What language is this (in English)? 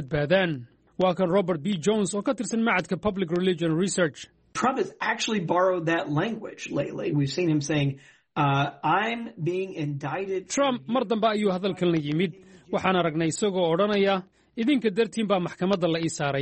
Somali